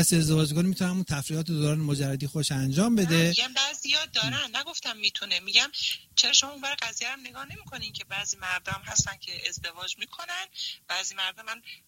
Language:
Persian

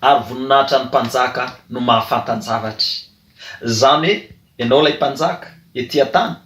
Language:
Malagasy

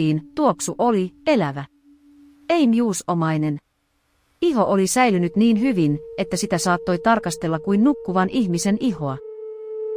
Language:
Finnish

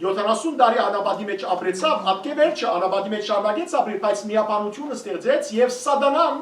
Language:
Western Armenian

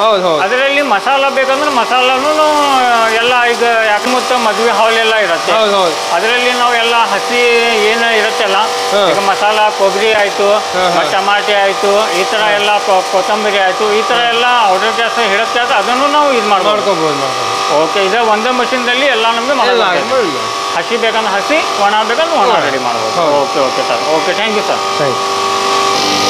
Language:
Kannada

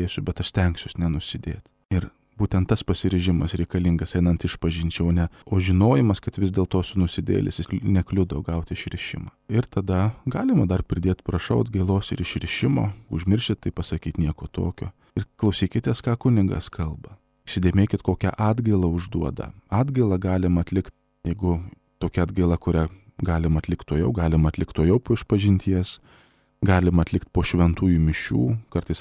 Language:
Lithuanian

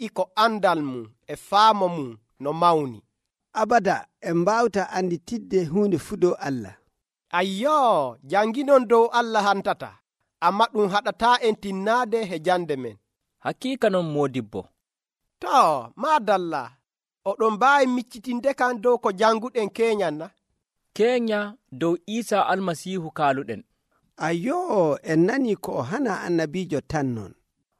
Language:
Nigerian Fulfulde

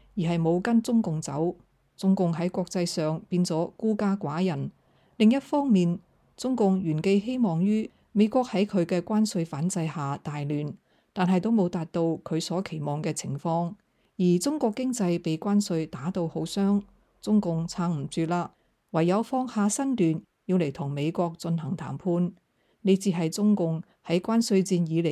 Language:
Cantonese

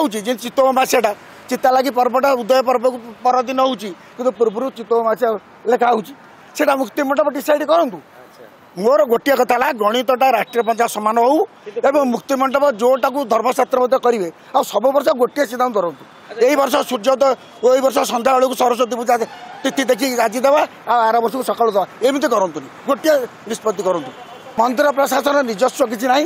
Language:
Odia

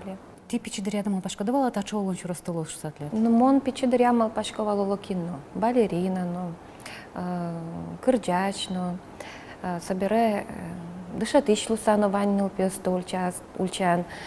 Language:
Udmurt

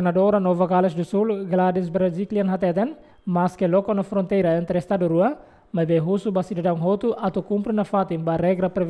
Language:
Tetum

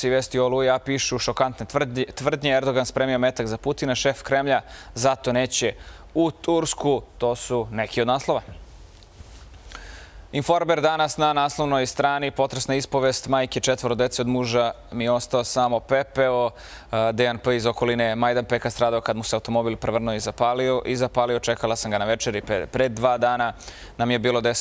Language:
Serbian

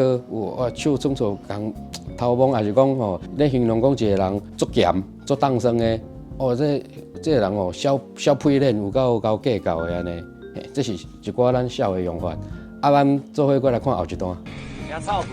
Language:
Min Nan Chinese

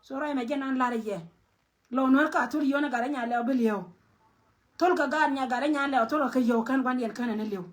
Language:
Nuer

